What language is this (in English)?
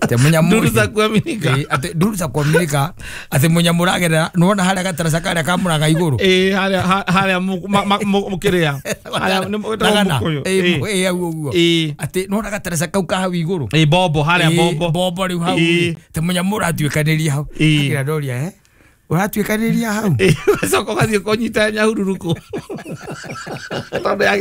Kikuyu